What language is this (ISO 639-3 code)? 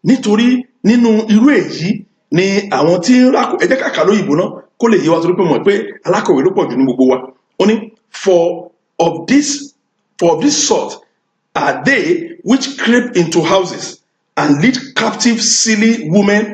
yor